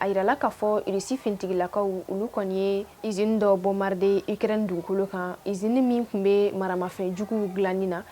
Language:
Bambara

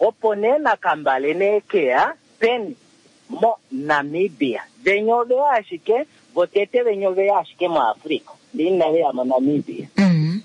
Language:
Kuanyama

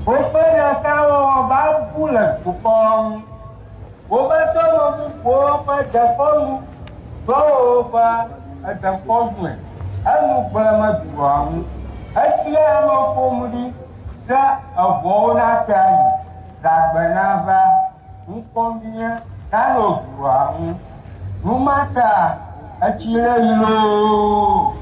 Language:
Ewe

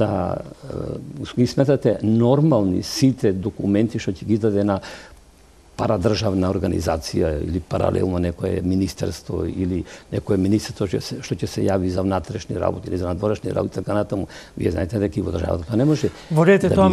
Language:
Macedonian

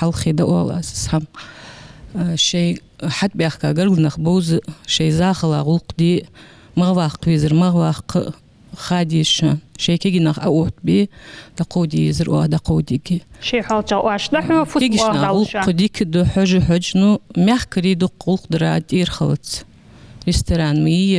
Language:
Ingush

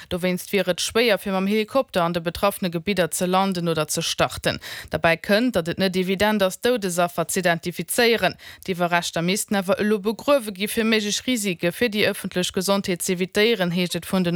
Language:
Luxembourgish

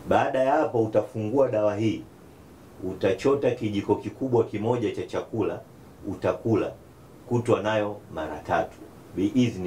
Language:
Swahili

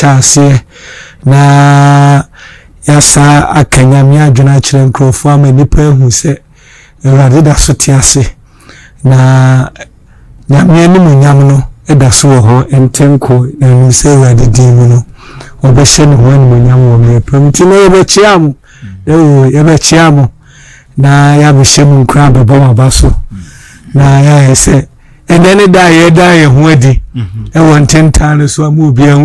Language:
Akan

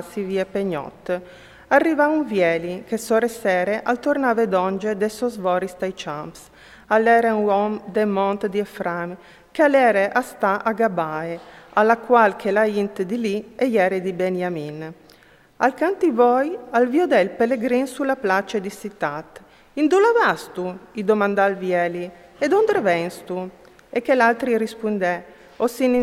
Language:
Friulian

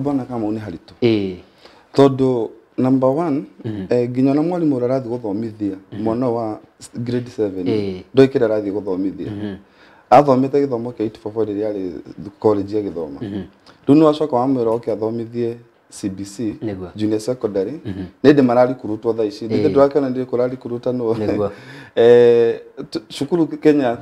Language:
Kikuyu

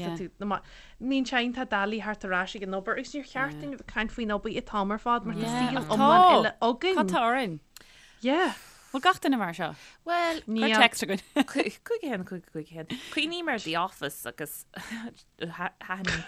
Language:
Irish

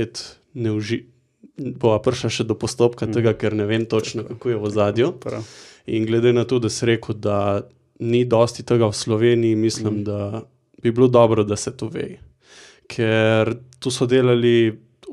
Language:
Slovenian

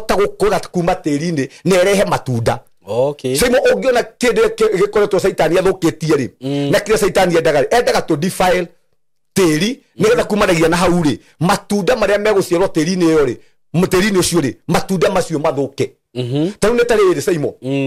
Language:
Kikuyu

